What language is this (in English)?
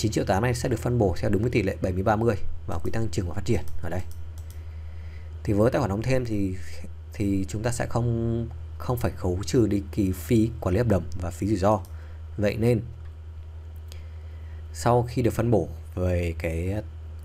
Vietnamese